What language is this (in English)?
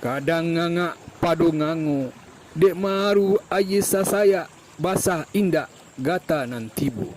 Minangkabau